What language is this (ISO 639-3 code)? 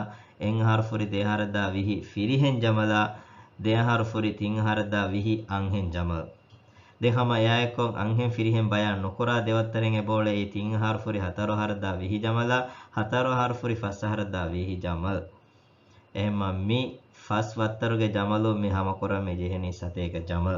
div